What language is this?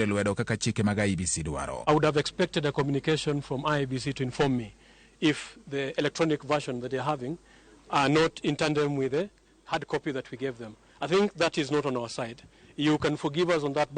Luo (Kenya and Tanzania)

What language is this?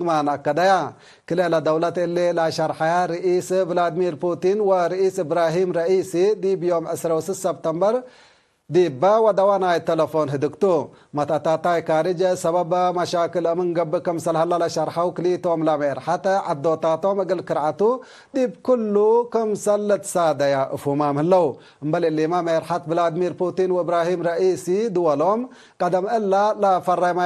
Tigre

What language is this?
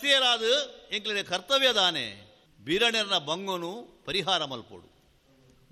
Tulu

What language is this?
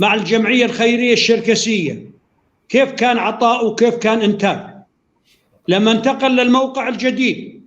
North Levantine Arabic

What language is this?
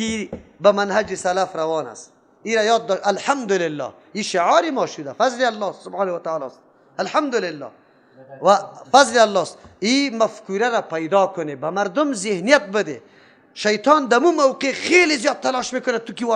Persian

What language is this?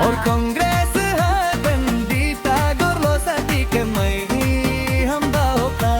Dimasa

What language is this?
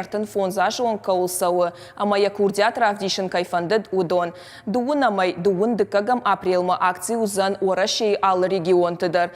Ossetic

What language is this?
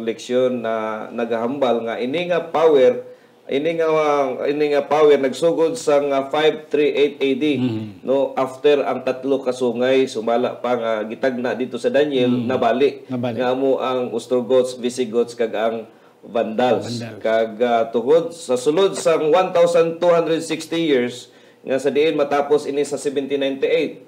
Hiligaynon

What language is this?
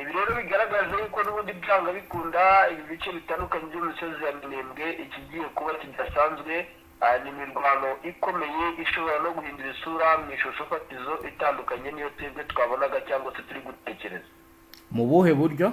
Kinyarwanda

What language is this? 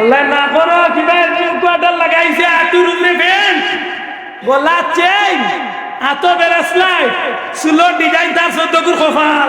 Sylheti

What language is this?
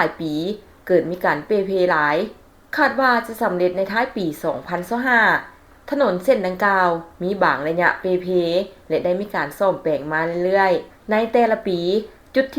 Lao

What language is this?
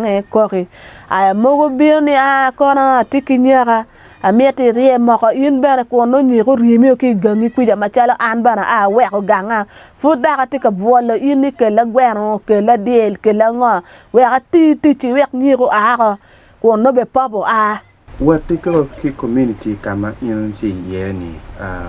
Acoli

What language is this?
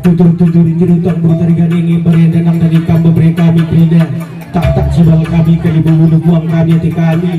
Batak Karo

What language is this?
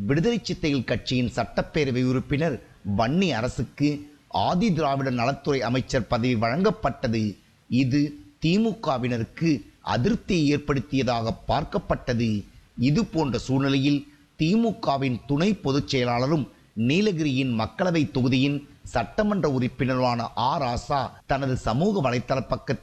Tamil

